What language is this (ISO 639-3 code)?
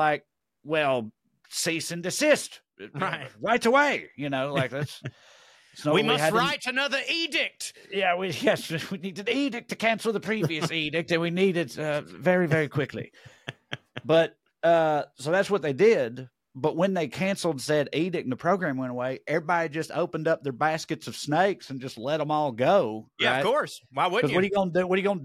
eng